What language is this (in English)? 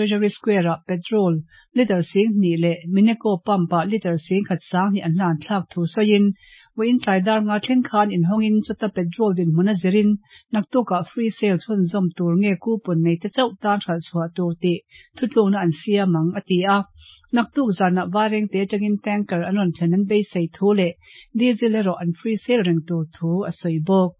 Mizo